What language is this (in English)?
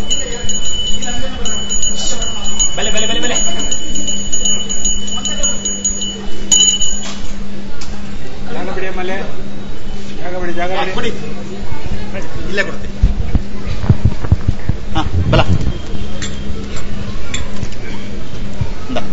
Kannada